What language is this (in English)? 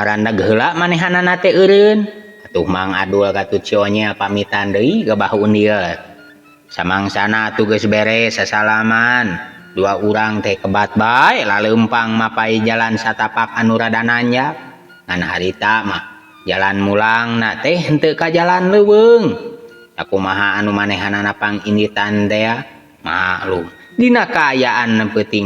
Sundanese